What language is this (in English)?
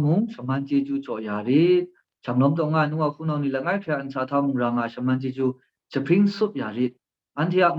Kachin